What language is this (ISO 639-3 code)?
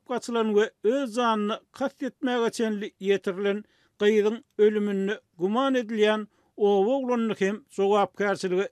tuk